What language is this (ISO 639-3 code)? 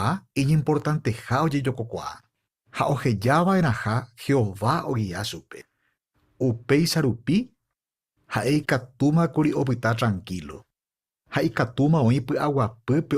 grn